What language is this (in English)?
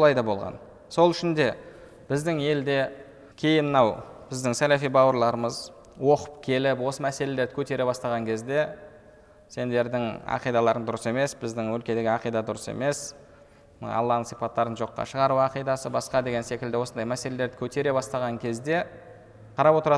Kazakh